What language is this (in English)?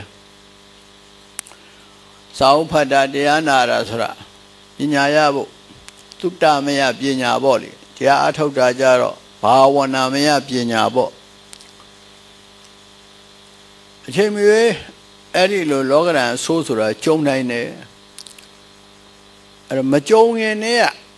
Burmese